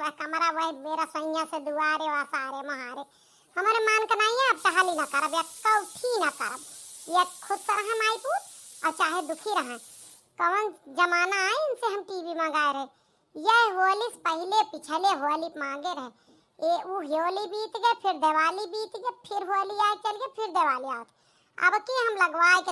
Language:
Awadhi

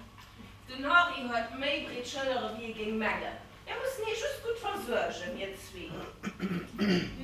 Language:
Luxembourgish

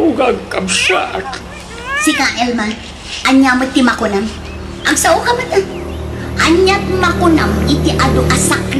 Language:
Iloko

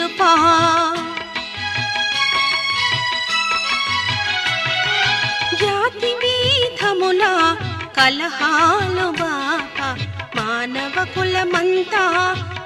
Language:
Telugu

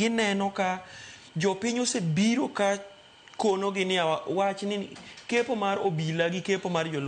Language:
Luo (Kenya and Tanzania)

